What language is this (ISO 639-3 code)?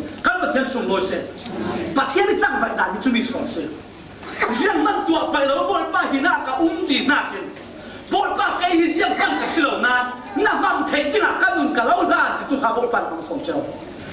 cfm